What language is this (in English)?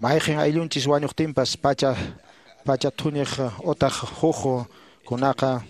Quechua